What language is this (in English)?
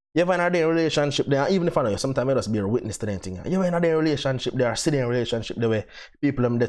Jamaican Creole English